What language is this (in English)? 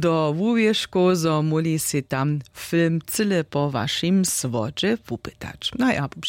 Upper Sorbian